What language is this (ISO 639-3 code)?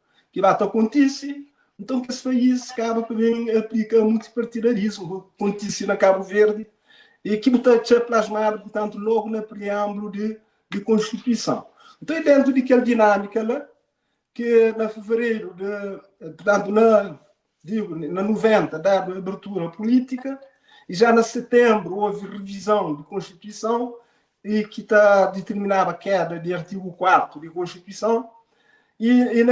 kea